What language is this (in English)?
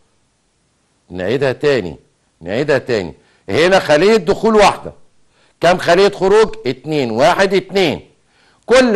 Egyptian Arabic